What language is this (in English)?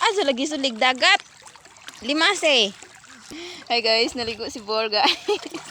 Cebuano